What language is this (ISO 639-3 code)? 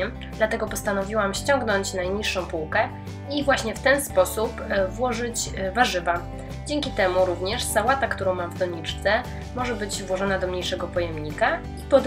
pol